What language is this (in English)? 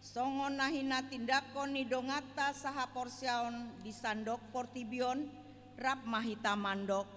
Batak Toba